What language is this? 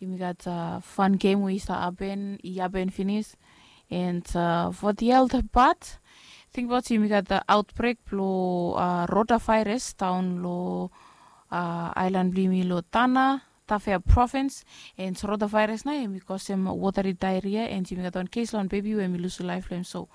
Bislama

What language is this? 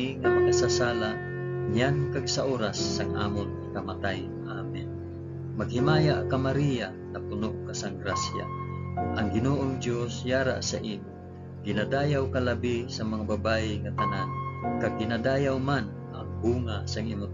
Hiligaynon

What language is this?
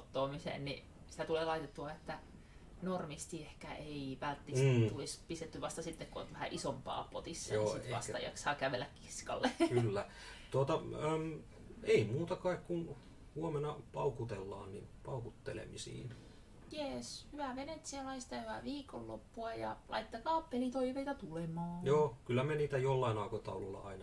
Finnish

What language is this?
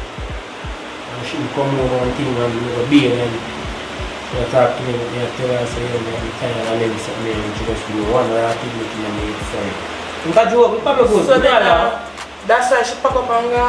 Jamaican Creole English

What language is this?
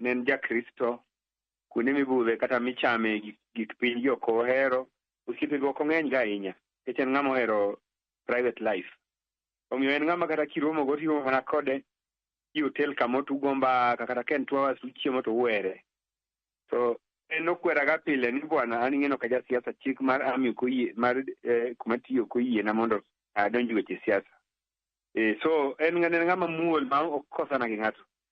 Luo (Kenya and Tanzania)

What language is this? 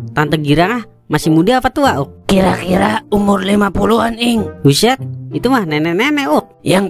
Betawi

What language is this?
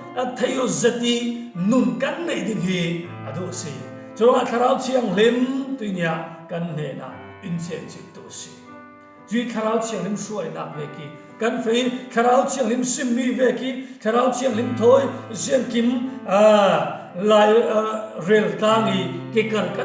Falam Chin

